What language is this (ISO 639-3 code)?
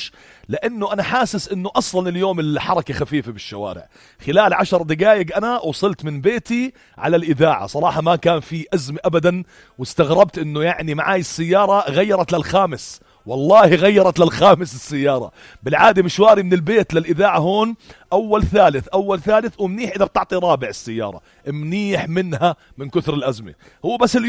apc